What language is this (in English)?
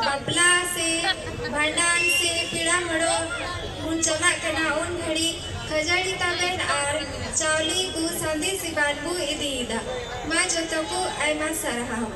Santali